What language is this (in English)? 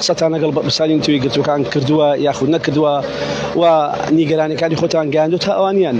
Central Kurdish